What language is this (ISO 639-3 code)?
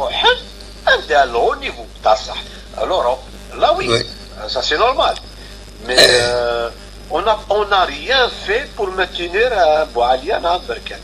kab